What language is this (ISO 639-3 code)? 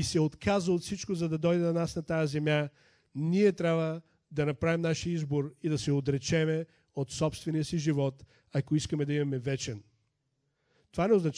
bul